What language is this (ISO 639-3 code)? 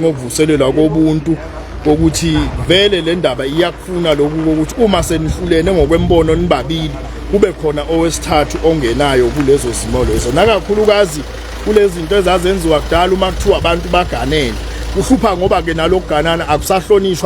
zul